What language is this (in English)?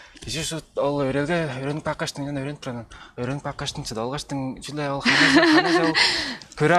Tuvinian